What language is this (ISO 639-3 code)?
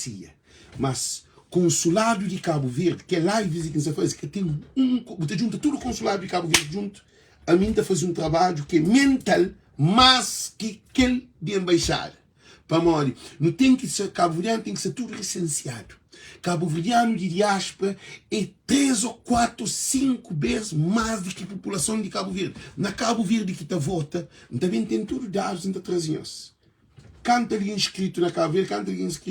kea